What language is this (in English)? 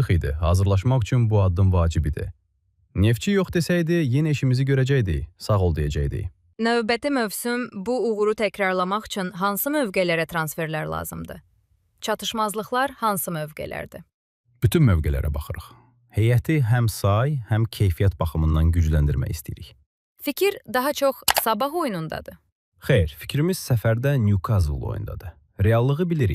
Azerbaijani